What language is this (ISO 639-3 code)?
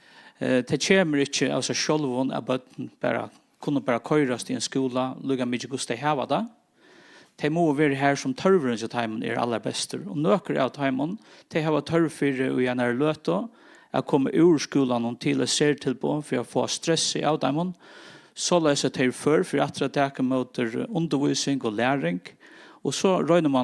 fao